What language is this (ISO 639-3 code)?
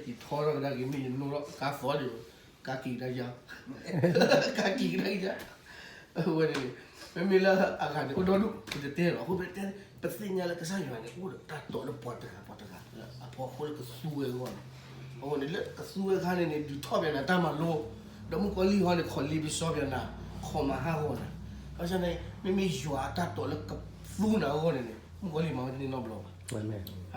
ksw